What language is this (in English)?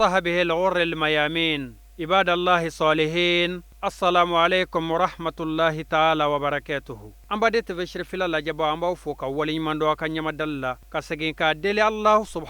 Bambara